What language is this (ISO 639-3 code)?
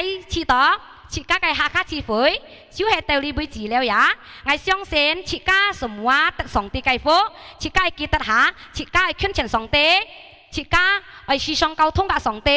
hak